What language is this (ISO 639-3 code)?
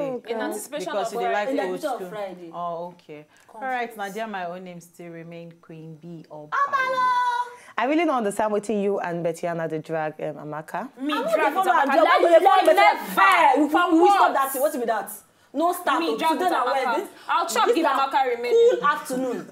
pcm